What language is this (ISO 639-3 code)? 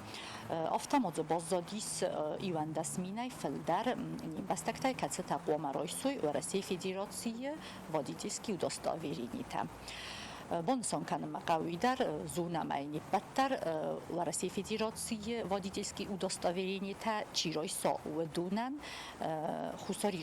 oss